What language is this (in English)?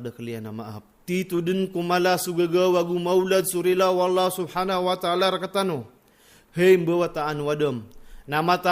Maranao